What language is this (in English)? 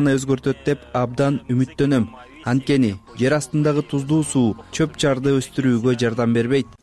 Kyrgyz